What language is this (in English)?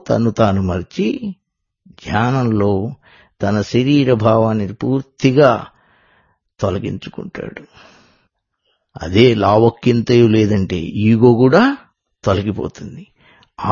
Telugu